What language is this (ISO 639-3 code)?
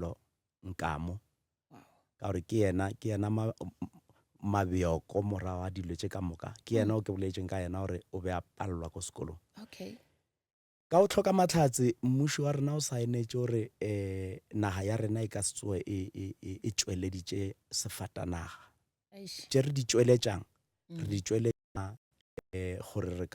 nso